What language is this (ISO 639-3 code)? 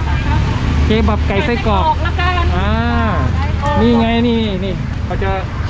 tha